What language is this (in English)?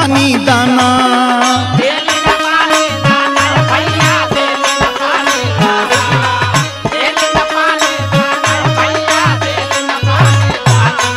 Bhojpuri